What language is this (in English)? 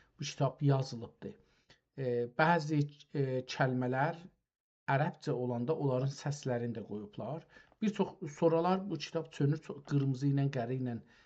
South Azerbaijani